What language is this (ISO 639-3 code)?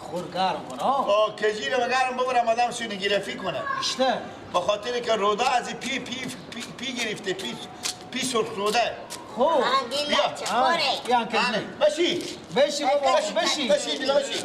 fas